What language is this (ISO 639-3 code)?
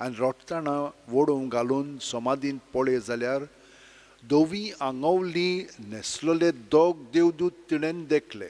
kok